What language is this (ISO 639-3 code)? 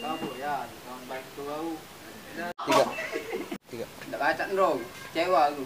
mui